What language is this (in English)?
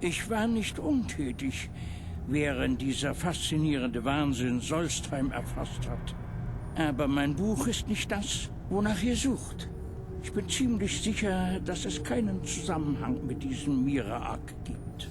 Bavarian